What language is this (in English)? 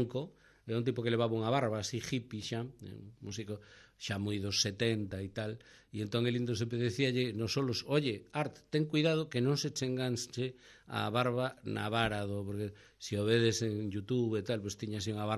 Galician